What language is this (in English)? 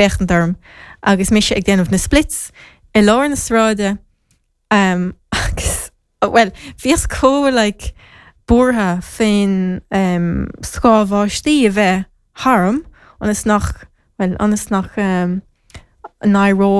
Irish